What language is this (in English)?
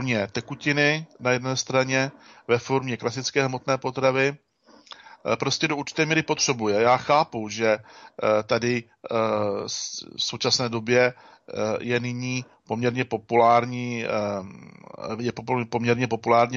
Czech